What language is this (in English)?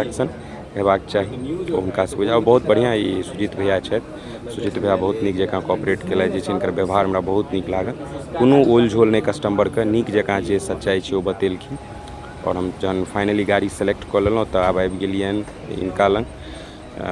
Maithili